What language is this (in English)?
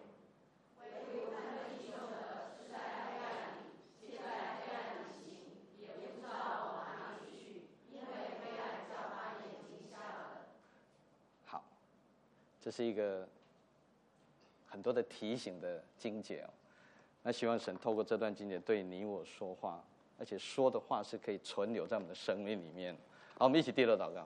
Chinese